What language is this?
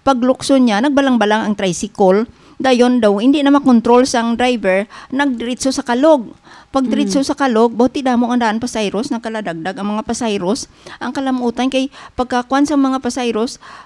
Hiligaynon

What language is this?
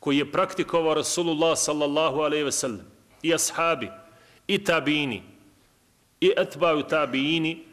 Bosnian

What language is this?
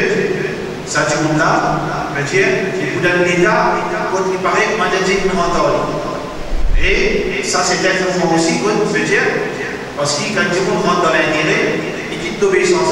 Morisyen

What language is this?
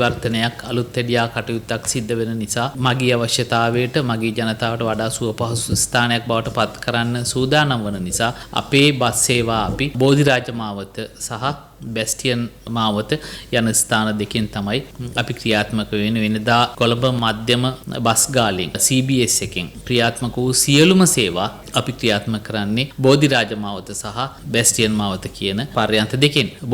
Sinhala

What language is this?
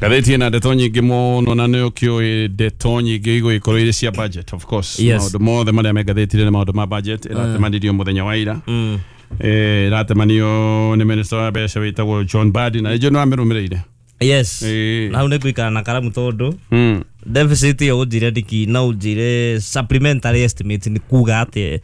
Kikuyu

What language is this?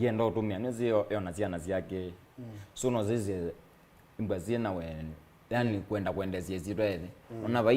Kamba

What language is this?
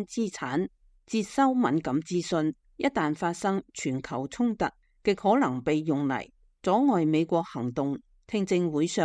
Cantonese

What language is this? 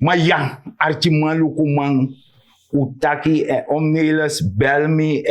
Sranan Tongo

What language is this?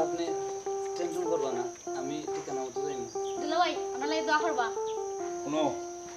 Sylheti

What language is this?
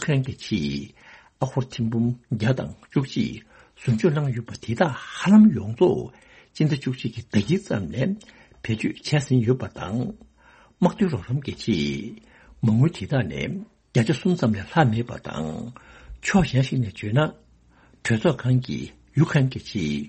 Tibetan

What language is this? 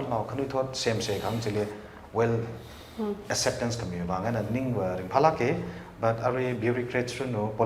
Tangkhul Naga (India)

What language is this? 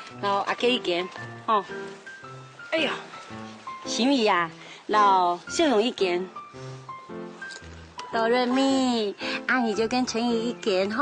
Hakka Chinese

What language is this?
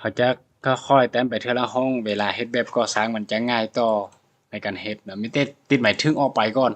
Lao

